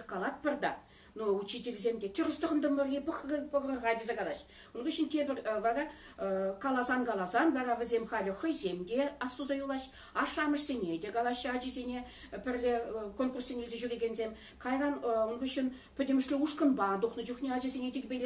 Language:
Chuvash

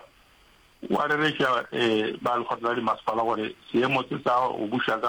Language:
Northern Sotho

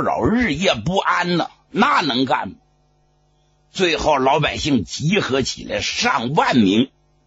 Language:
Chinese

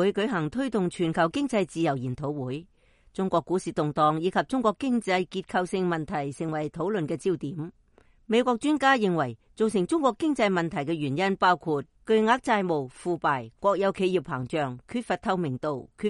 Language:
Cantonese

